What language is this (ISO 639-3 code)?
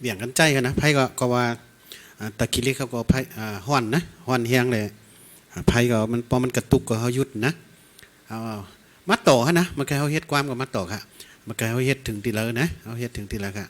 shn